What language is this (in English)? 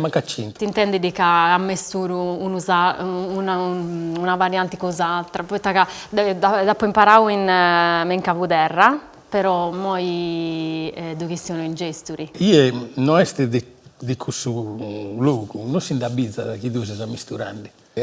Sardinian